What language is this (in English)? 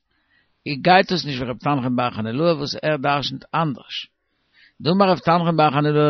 Yiddish